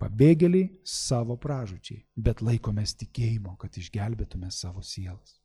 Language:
Lithuanian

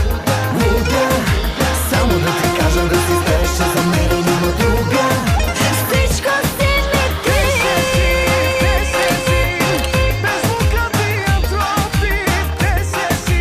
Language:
Bulgarian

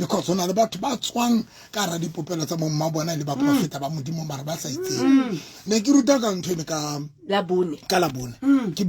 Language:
Southern Sotho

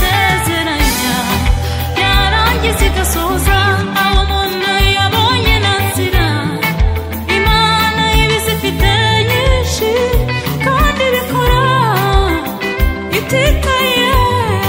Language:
Kinyarwanda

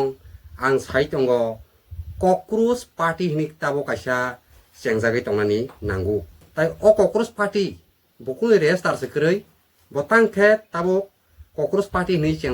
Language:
Kok Borok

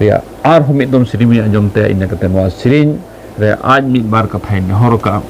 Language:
Santali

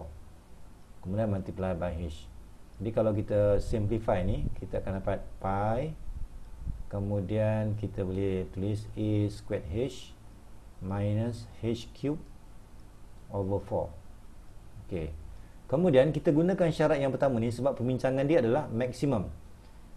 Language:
Malay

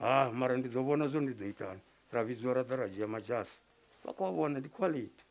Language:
Venda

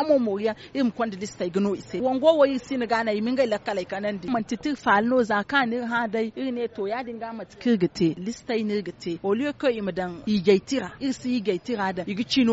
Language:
Zarma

